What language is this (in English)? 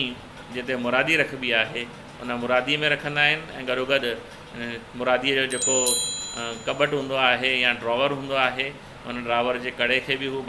Sindhi